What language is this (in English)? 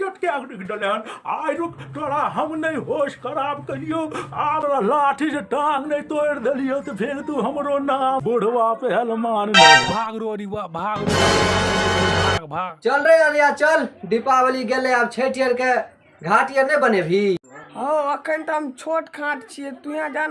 Maithili